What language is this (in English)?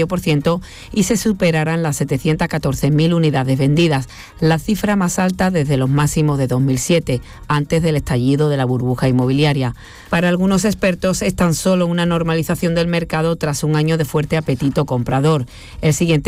Spanish